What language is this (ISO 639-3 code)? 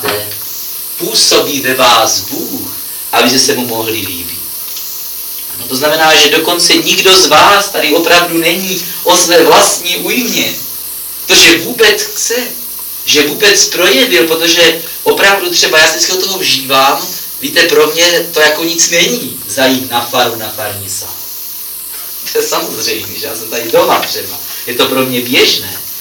ces